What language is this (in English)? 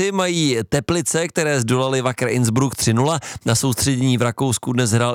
Czech